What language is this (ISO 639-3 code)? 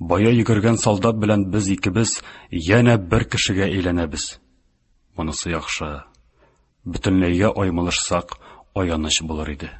tat